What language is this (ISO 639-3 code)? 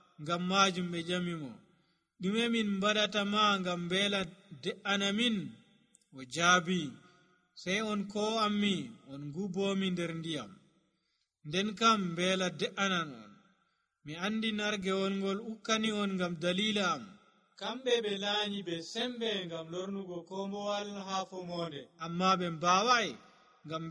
fuv